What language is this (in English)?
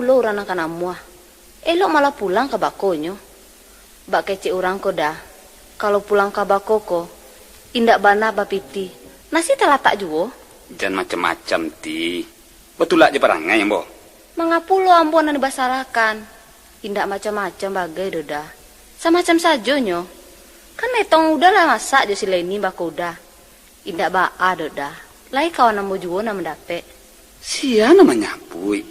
Minangkabau